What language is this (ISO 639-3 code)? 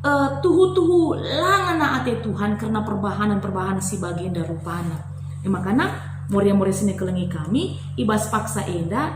btx